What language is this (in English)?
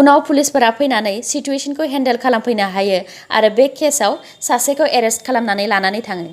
Bodo